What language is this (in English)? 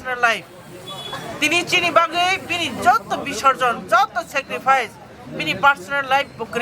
Kok Borok